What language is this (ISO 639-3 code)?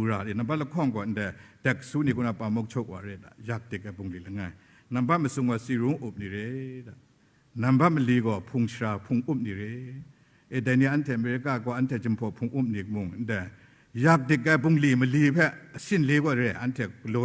kac